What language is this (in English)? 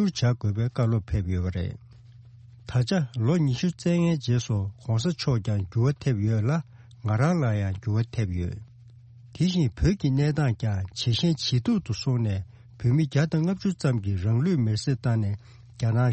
Tibetan